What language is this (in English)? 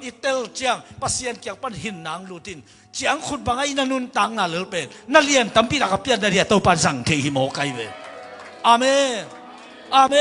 Tedim Chin